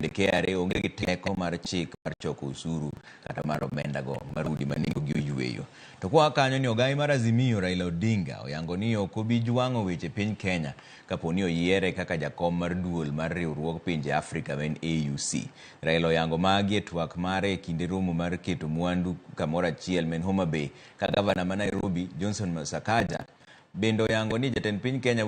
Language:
Luo (Kenya and Tanzania)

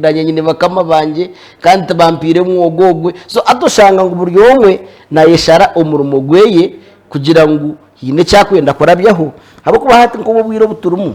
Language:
Nyankole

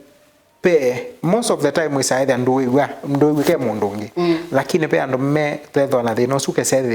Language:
Kamba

